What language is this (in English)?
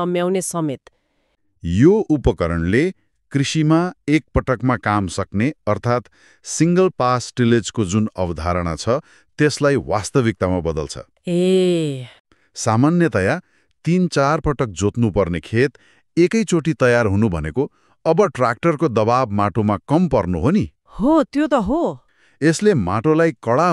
Nepali